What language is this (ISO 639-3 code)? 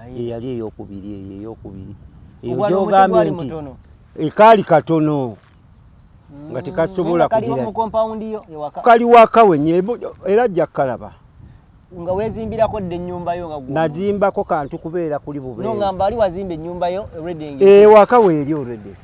lug